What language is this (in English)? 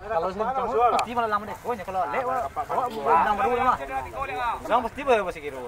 Minangkabau